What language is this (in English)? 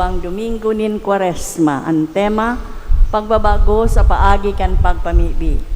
Bikol